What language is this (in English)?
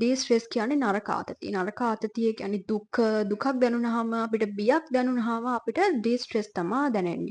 Sinhala